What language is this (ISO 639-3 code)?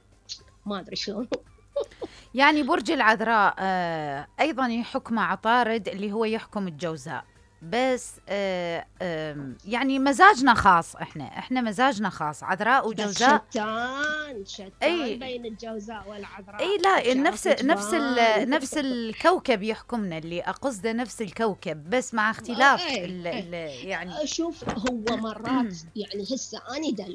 acm